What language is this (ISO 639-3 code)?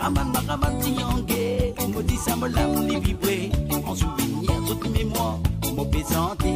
mfe